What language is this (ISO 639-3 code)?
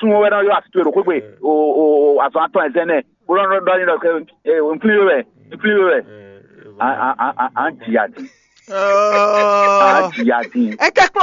fon